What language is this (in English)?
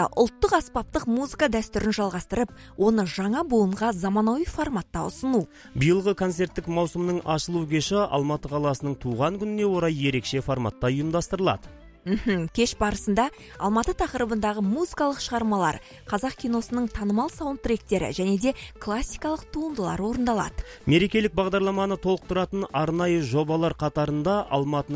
Kazakh